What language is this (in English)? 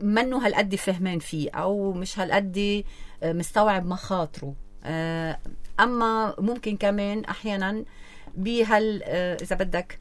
North Levantine Arabic